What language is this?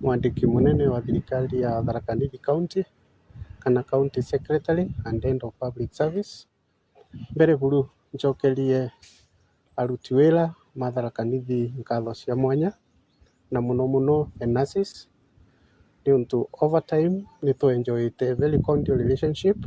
Meru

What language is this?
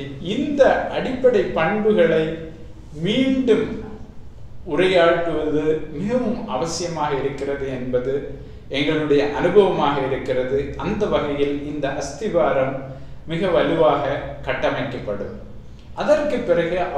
Tamil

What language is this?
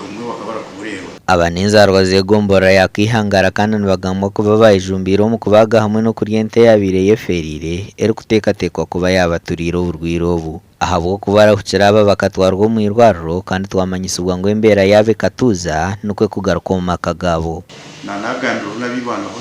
Nyankole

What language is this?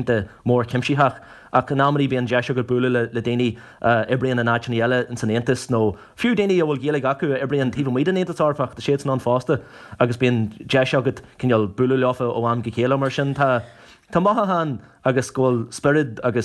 Irish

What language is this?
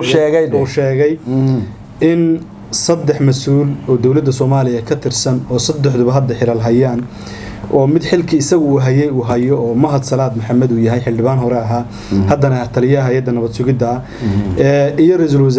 Somali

